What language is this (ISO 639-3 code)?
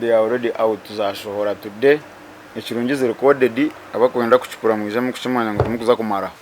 nyn